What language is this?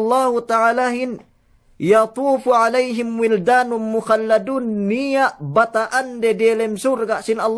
Yakan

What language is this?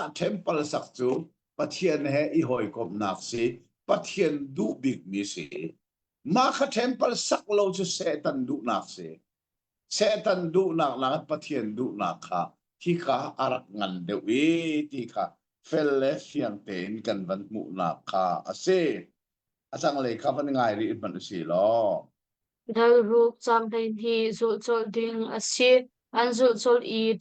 Hakha Chin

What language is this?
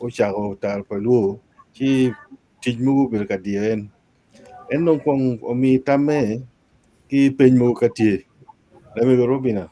Acoli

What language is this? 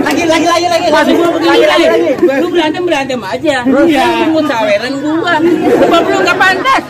Betawi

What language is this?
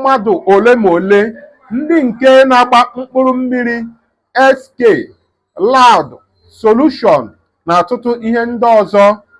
Igbo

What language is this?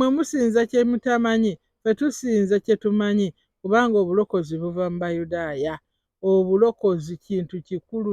Ganda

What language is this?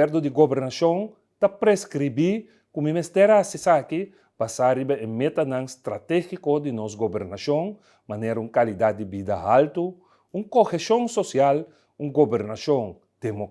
Papiamento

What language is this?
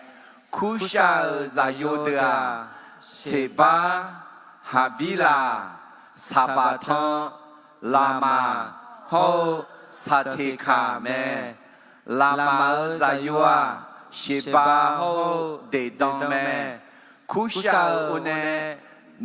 Akha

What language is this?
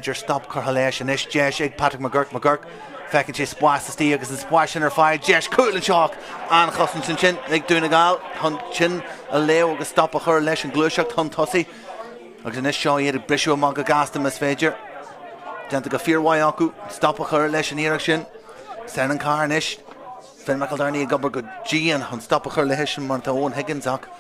Irish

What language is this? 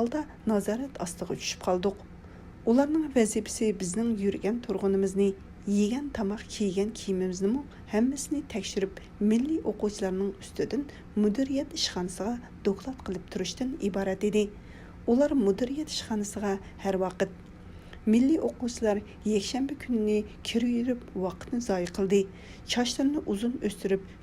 Uyghur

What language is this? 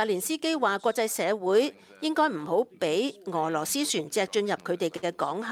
Cantonese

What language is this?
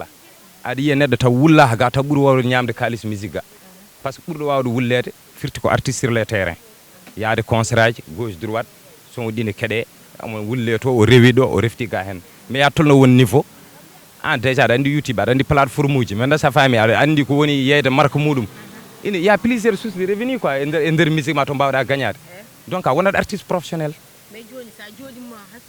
Fula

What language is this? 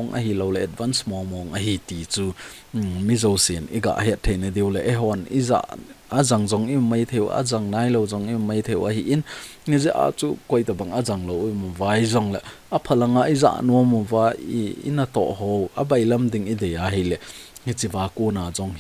Thado Chin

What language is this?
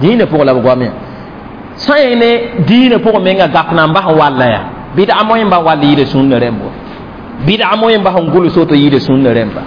Mossi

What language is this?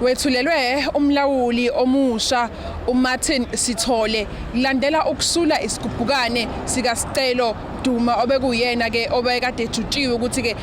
Zulu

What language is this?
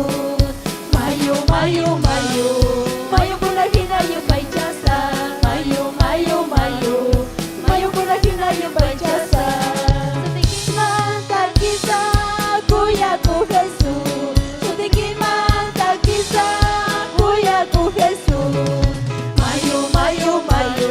Ayacucho Quechua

